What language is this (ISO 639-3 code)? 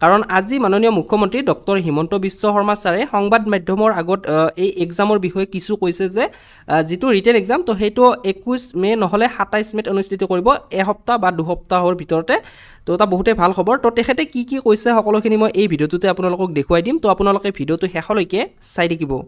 asm